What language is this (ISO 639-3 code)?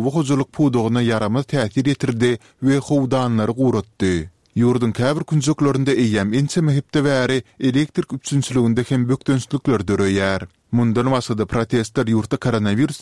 tuk